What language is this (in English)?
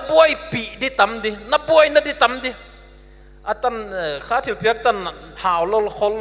Paite Chin